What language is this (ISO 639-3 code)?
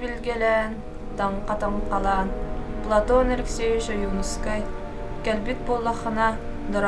sah